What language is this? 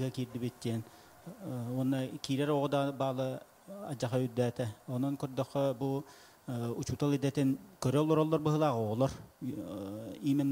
Yakut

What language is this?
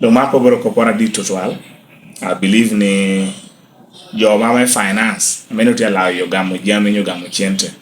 Lango (Uganda)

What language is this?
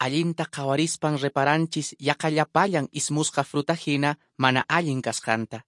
Quechua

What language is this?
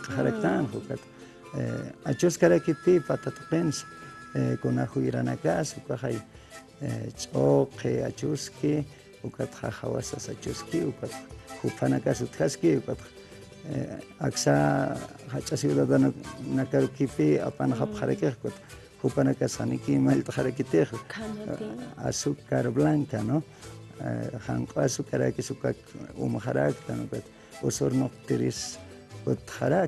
Aymara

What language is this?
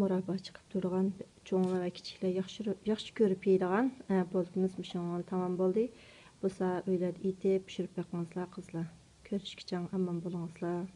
Uyghur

